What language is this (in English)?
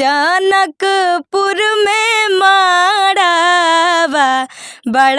Bhojpuri